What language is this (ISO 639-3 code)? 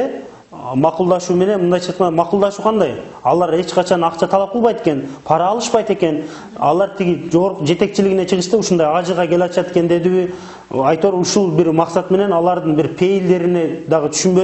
kir